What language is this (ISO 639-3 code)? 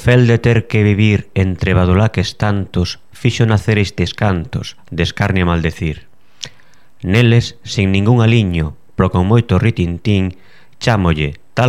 glg